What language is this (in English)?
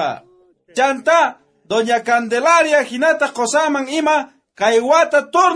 South Bolivian Quechua